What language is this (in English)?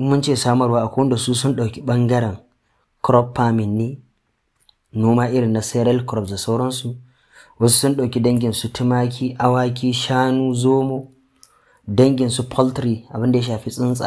Hausa